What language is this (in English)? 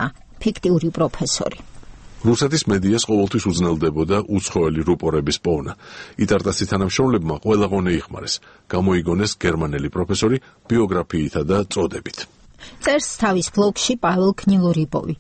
Georgian